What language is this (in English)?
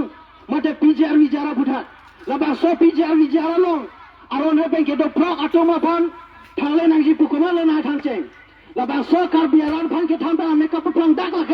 Karbi